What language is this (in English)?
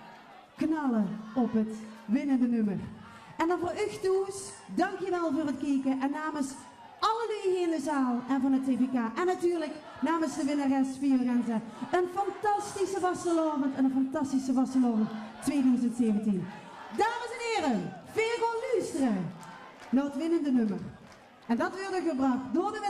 Limburgish